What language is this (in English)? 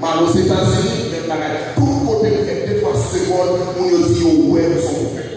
Haitian Creole